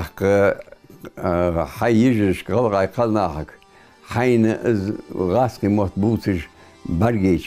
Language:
Ingush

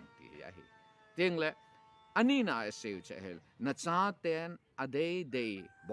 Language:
Thado Chin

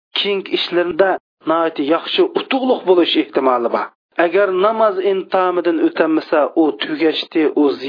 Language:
Uyghur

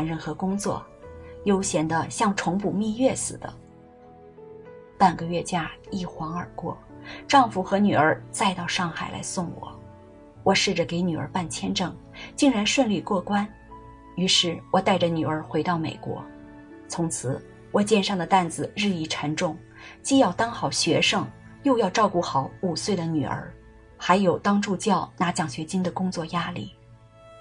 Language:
Chinese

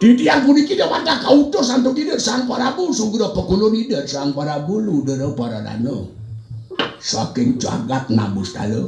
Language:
Balinese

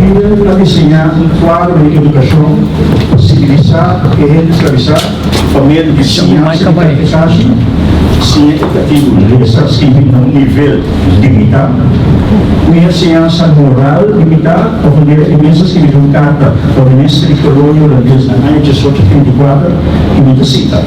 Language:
Papiamento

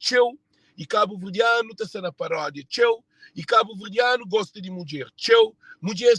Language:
Kabuverdianu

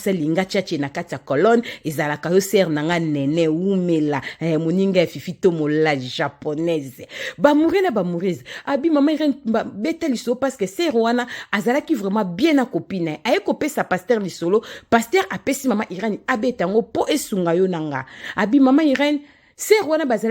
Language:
Lingala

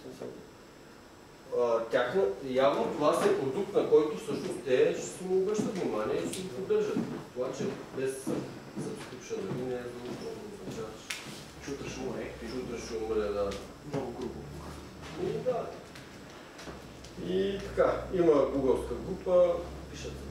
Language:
Bulgarian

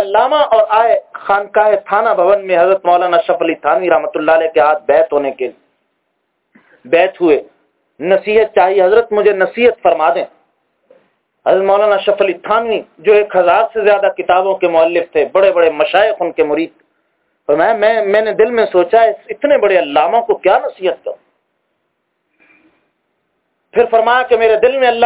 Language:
Urdu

